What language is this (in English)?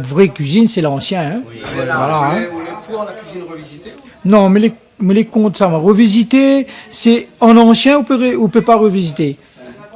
Réunion Creole French